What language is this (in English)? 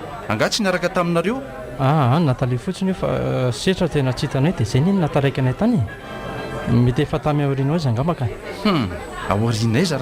Malagasy